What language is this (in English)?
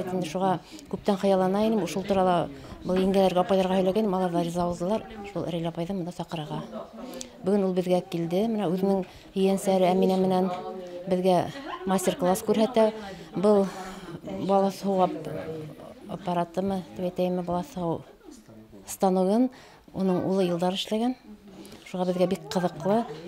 Bashkir